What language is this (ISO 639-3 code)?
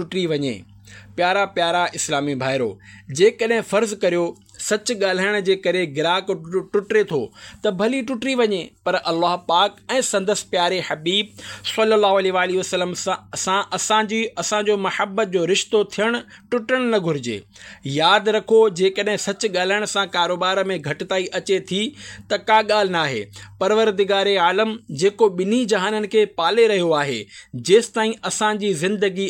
snd